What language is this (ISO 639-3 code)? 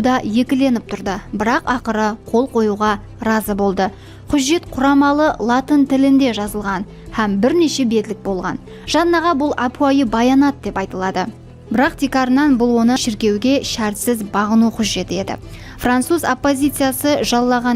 kaa